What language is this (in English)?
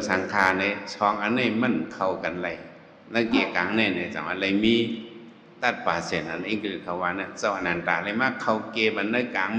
Shan